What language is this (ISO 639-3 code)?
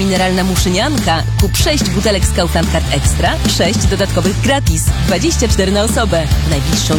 pol